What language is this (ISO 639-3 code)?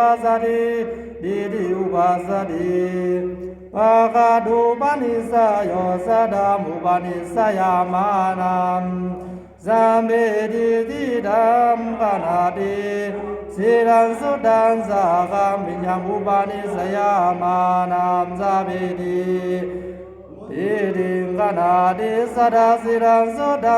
pli